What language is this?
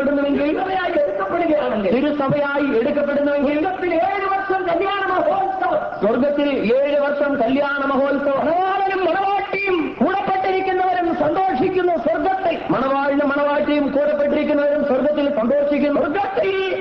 Malayalam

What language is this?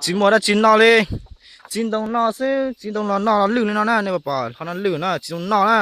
Hmong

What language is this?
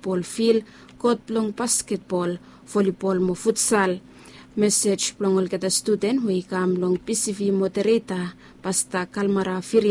Bislama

